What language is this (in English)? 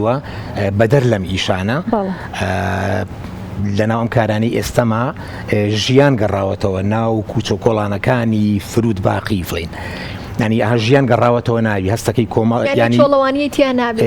Central Kurdish